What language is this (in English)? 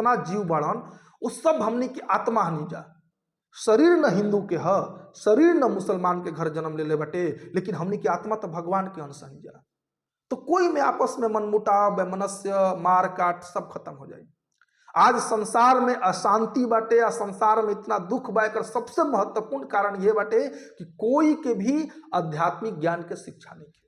Bhojpuri